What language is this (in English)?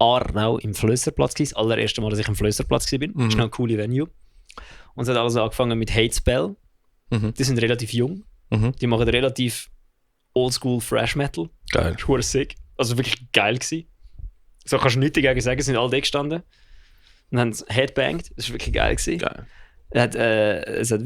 Swiss German